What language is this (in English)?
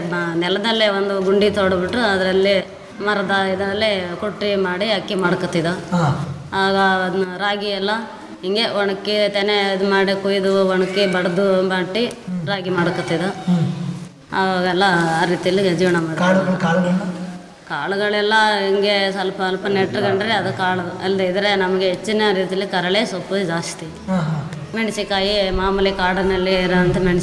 Kannada